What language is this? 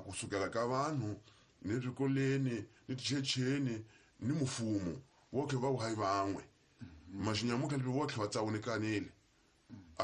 Tsonga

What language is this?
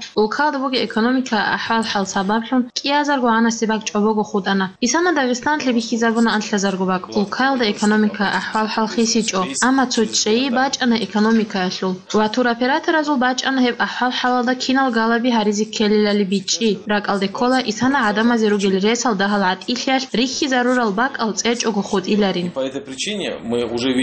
Avaric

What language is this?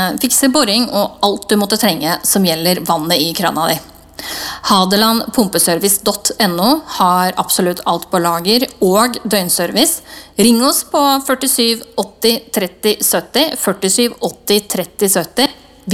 Norwegian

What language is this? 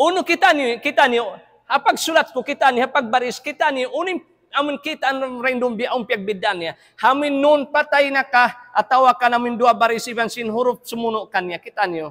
Tausug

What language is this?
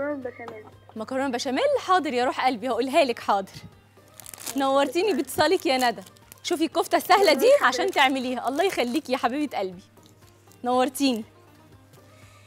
Egyptian Arabic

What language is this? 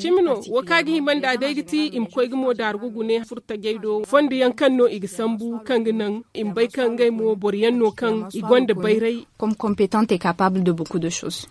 Zarma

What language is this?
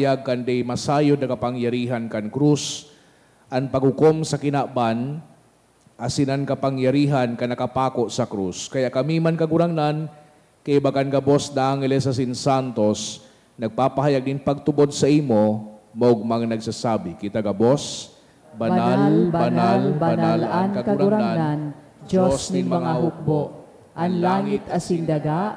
Bikol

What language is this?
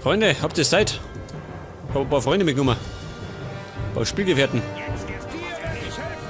Bavarian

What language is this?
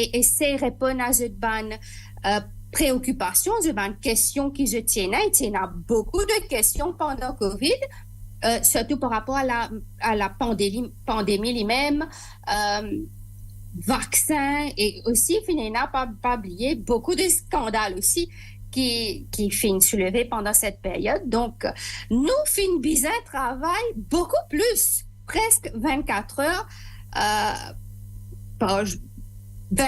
Morisyen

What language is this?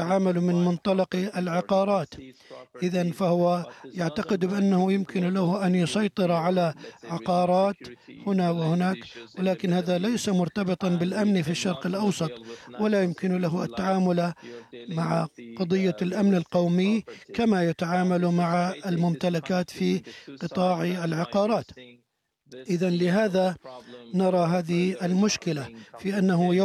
Arabic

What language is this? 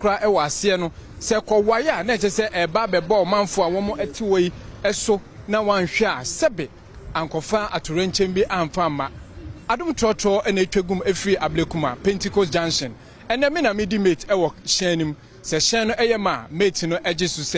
Akan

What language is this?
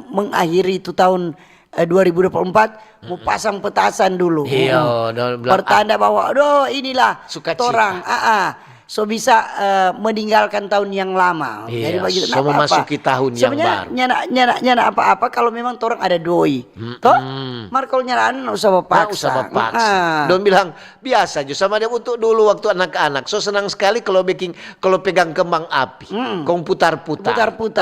Manado Malay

